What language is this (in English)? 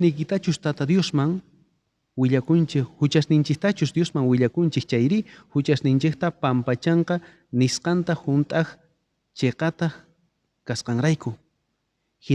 South Bolivian Quechua